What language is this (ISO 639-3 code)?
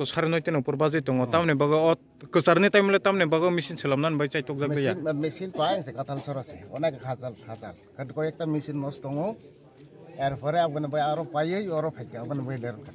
trp